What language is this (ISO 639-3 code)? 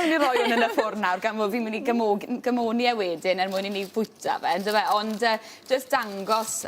cym